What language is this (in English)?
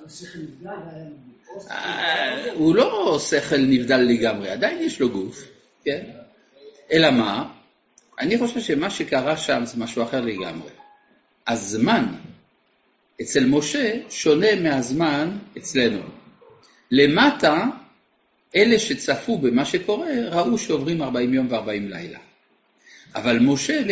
Hebrew